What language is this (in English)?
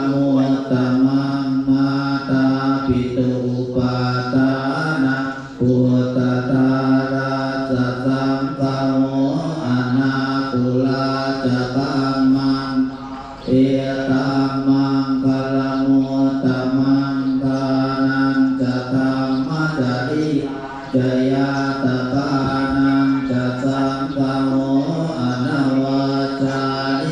Pali